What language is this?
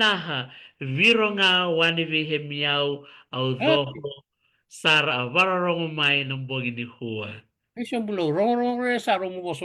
Fijian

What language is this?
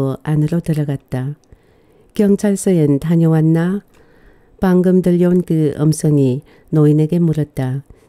Korean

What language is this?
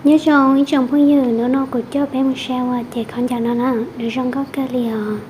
Hmong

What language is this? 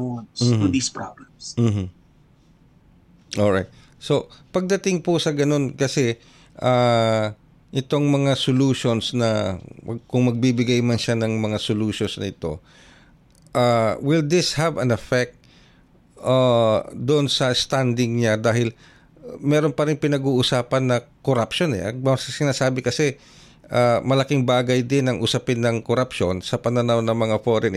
Filipino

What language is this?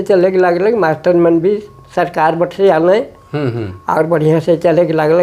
Sadri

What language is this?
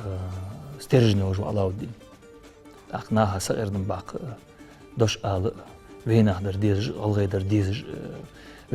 Ingush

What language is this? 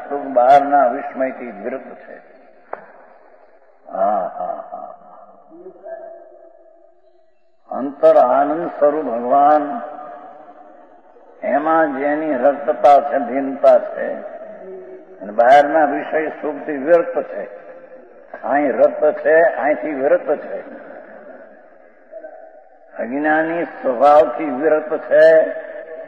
Gujarati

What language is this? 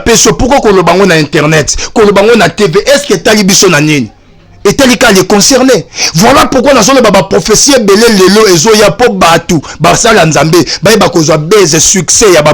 Lingala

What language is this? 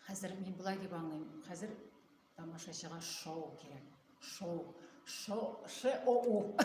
Tatar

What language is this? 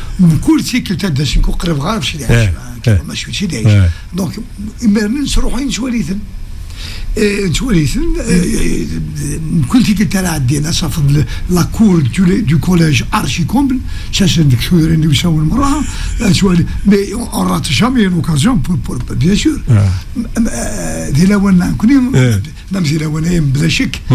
Kabyle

